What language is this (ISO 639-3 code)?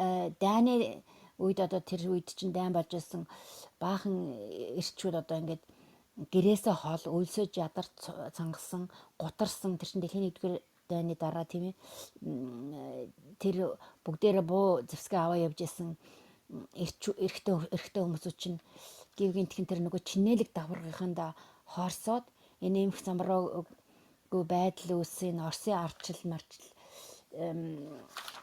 mon